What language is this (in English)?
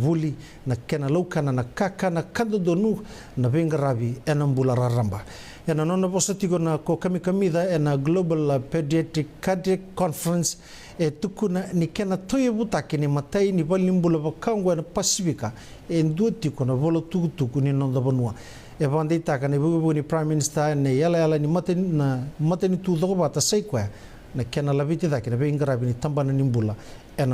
Fijian